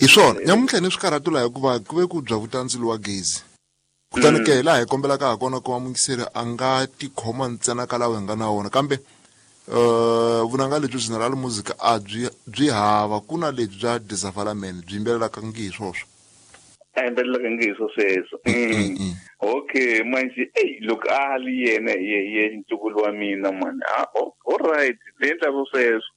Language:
Tsonga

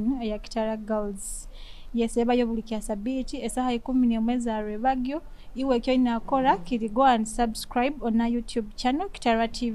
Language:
Nyoro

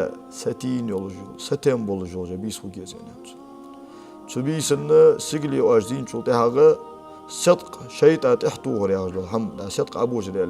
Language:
Ingush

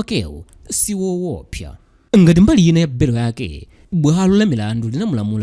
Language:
Nyanja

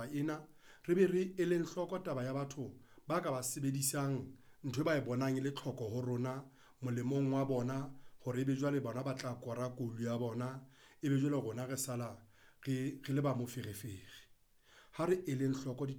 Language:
Southern Sotho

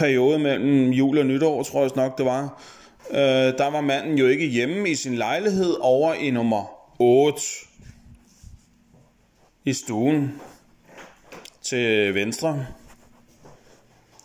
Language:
Danish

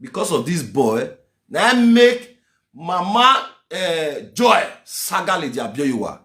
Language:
Nigerian Pidgin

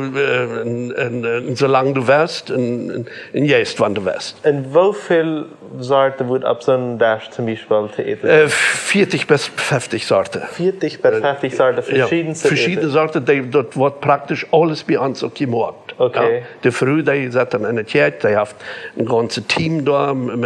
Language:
Plautdietsch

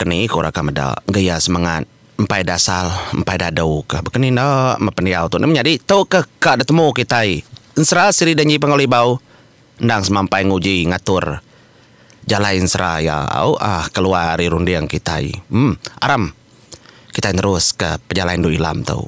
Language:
Iban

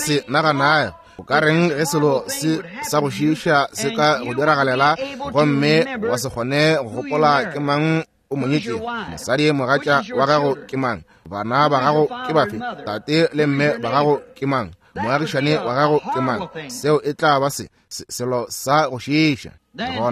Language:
Northern Sotho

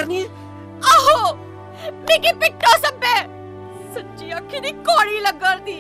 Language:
Dogri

